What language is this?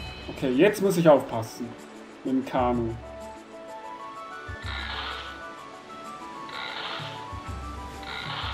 German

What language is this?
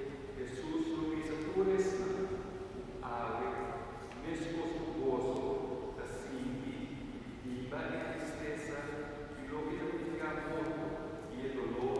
Papiamento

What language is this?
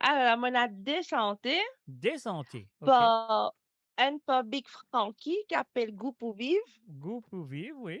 Morisyen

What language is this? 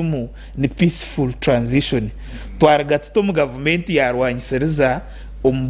Nyankole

